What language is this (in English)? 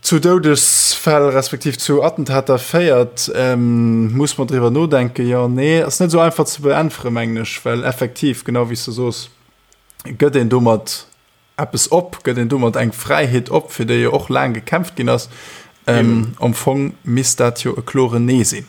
Luxembourgish